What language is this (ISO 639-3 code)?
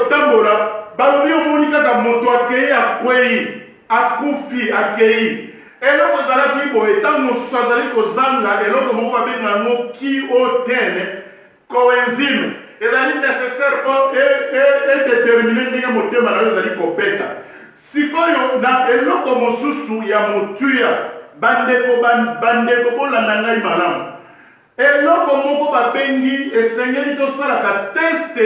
lin